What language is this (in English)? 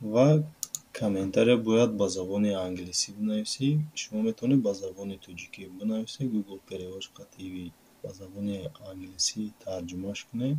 Tajik